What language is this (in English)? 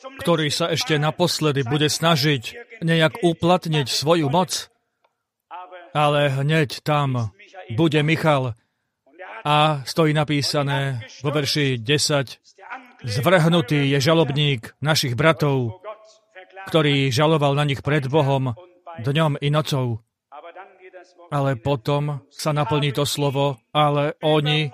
Slovak